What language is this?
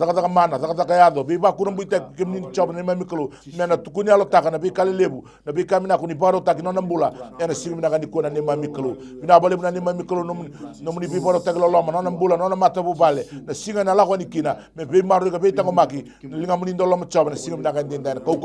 Fijian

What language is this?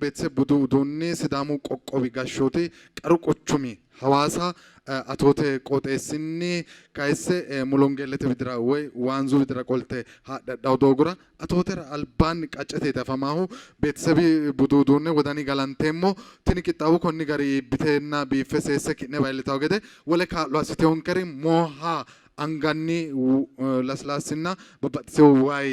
Sidamo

